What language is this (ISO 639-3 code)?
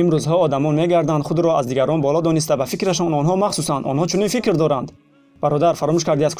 tgk